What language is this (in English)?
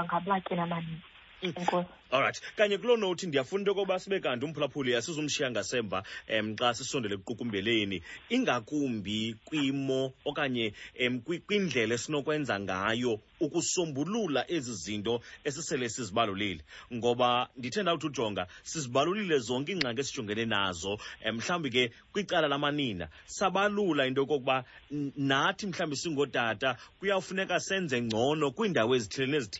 Xhosa